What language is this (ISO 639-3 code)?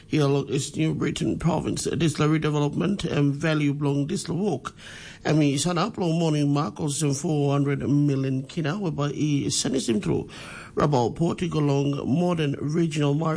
tpi